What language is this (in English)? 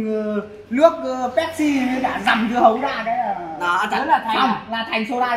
Vietnamese